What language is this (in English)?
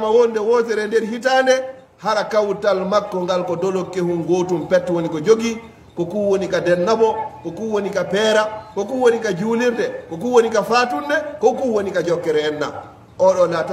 Fula